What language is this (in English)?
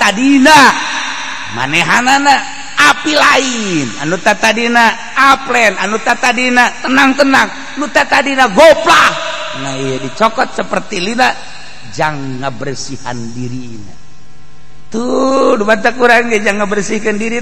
Sundanese